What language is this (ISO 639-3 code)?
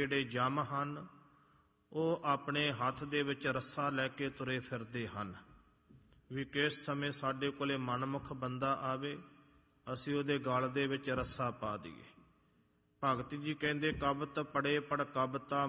pan